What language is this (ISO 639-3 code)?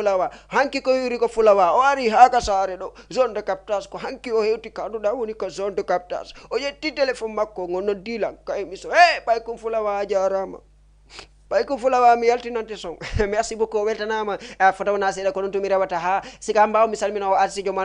ful